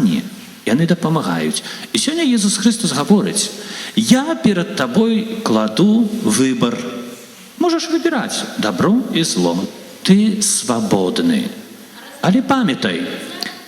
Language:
Belarusian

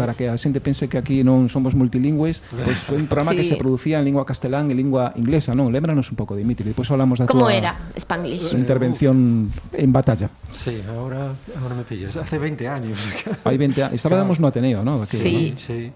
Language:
Galician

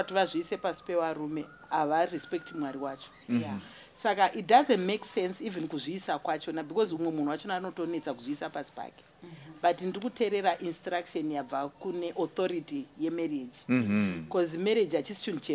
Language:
Shona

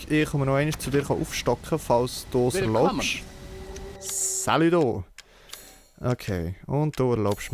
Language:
Swiss German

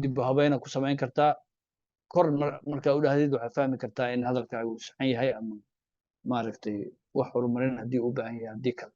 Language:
Somali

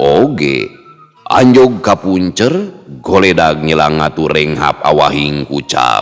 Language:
Sundanese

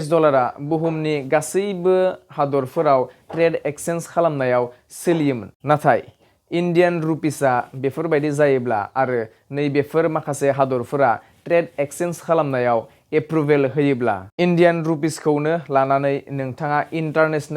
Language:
Bodo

